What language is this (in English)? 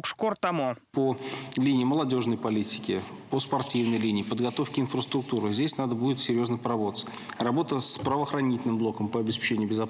Erzya